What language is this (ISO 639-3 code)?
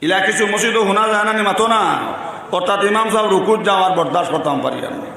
syl